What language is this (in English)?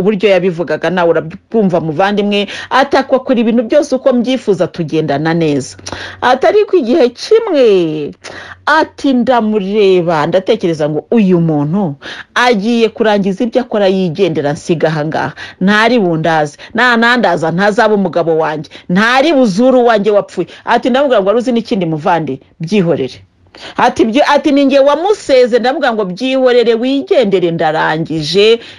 Kinyarwanda